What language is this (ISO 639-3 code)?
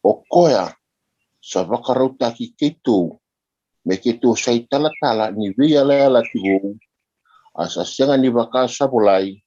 fij